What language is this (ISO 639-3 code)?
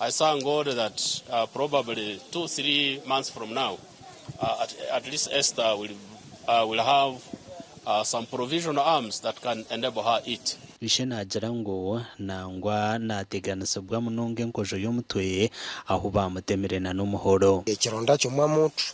nyn